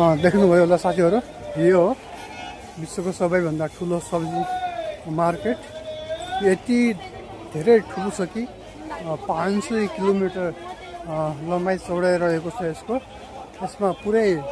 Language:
Nepali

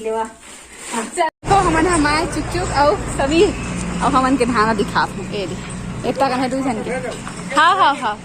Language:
Chhattisgarhi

